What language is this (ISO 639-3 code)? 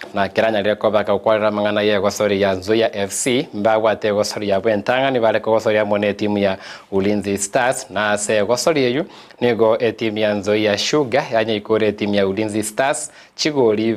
guz